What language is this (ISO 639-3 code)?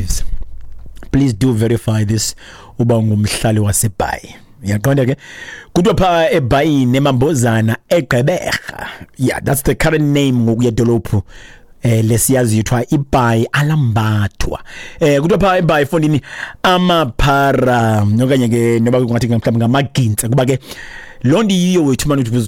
xho